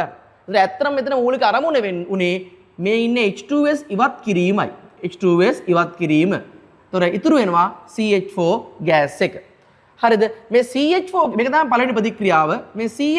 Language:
Sinhala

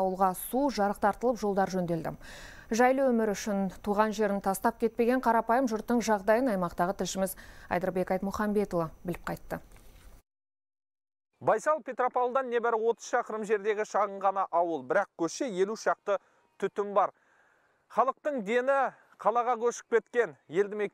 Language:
Kazakh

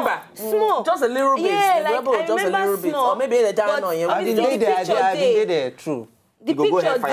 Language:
Nigerian Pidgin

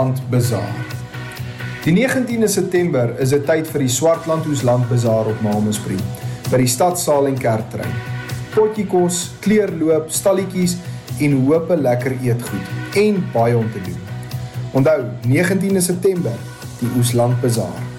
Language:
Afrikaans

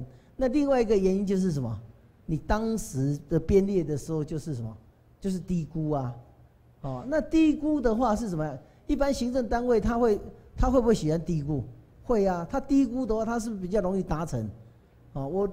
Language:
Chinese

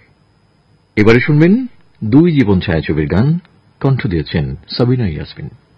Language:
Bangla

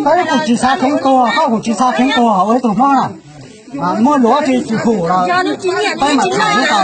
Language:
Hmong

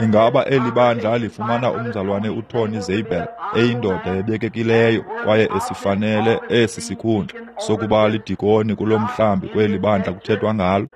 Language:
Xhosa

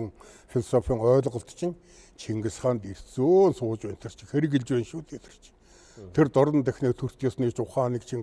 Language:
Mongolian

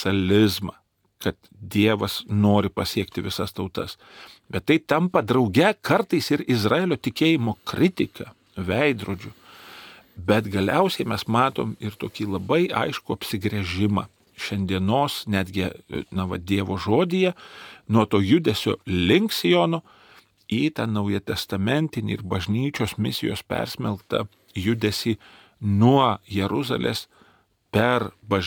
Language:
Lithuanian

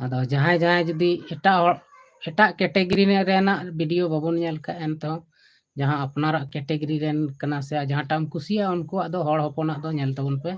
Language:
Santali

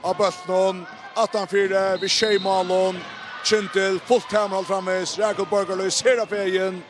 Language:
Faroese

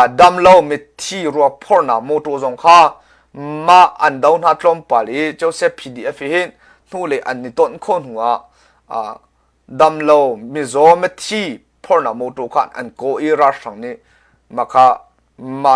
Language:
Hakha Chin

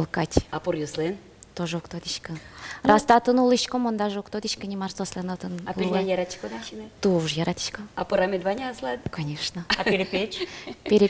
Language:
Udmurt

